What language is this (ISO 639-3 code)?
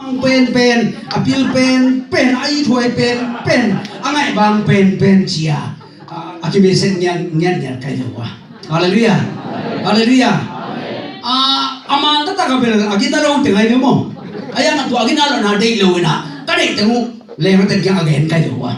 ctd